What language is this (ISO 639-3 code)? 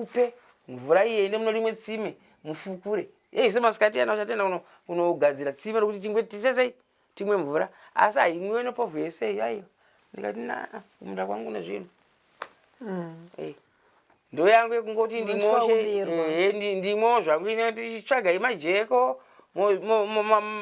sna